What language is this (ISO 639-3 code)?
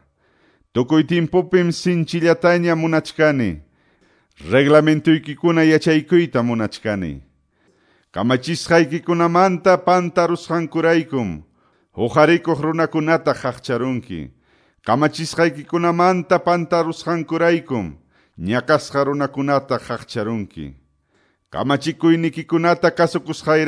que